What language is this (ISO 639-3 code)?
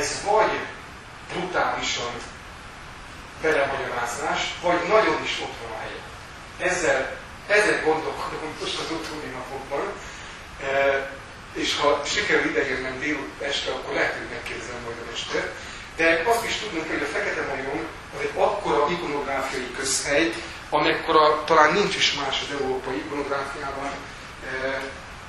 hun